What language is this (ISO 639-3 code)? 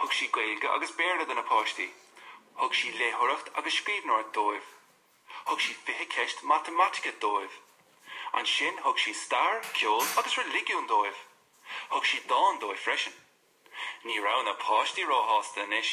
gle